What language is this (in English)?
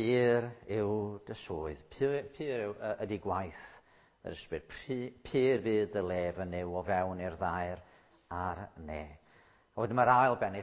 Welsh